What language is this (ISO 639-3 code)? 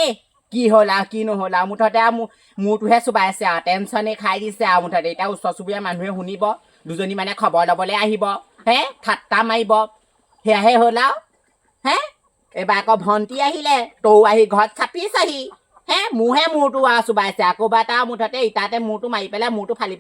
asm